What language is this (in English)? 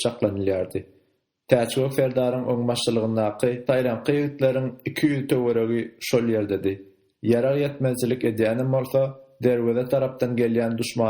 Turkmen